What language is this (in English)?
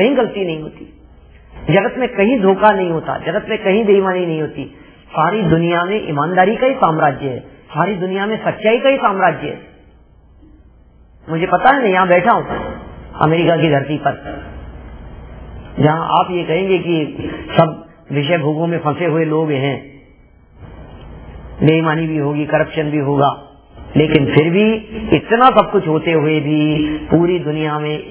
Hindi